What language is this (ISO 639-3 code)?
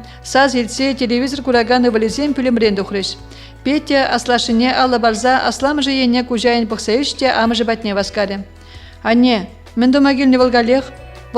chv